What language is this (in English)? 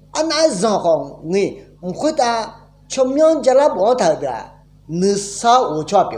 Akha